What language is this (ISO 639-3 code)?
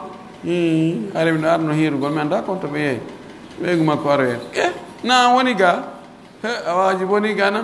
fuf